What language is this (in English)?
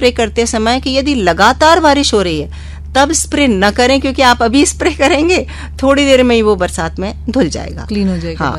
Hindi